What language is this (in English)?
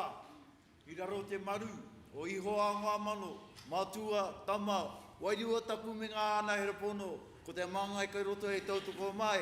Māori